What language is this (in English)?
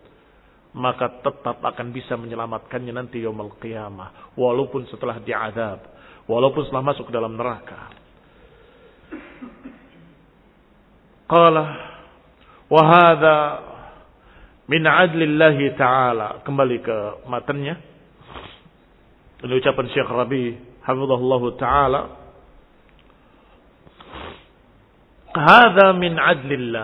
Indonesian